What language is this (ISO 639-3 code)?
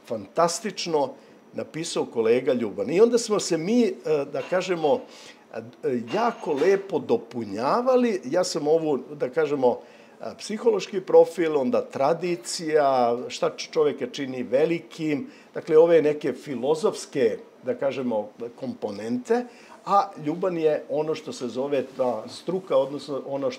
srp